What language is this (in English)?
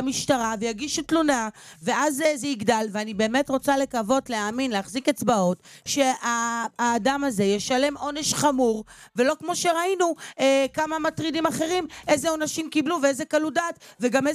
Hebrew